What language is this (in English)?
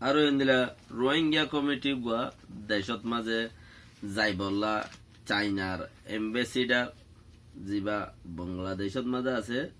Rohingya